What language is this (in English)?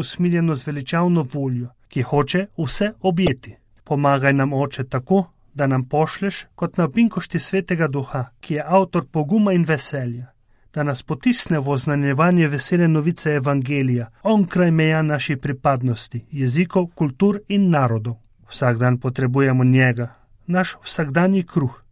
Slovenian